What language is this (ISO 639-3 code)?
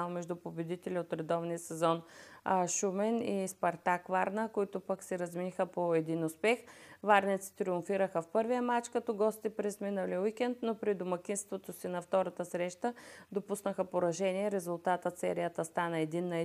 bul